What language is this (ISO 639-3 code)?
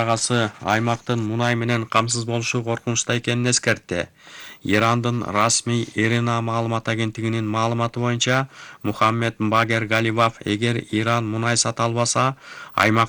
kir